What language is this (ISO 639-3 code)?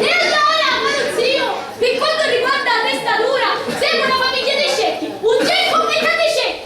scn